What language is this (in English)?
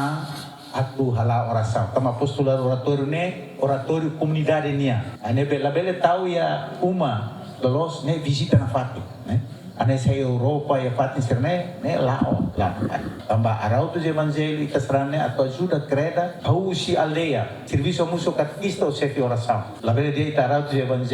Tetum